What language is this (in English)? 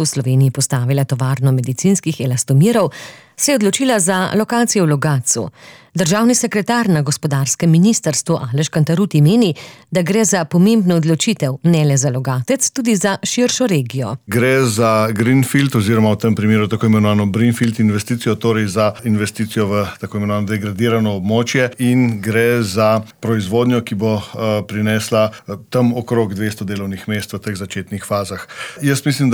Slovenian